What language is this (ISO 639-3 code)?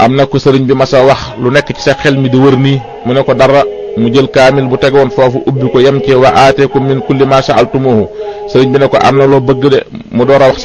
wol